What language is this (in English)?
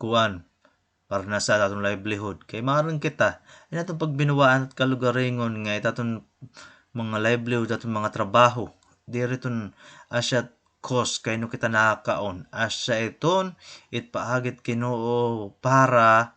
Waray